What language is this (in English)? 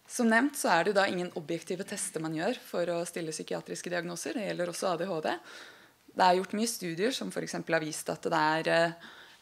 Norwegian